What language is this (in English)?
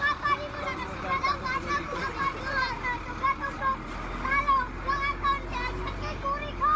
Cebuano